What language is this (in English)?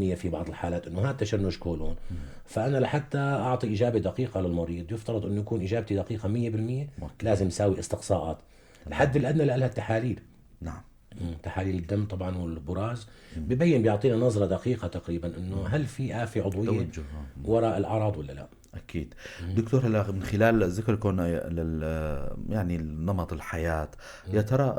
North Levantine Arabic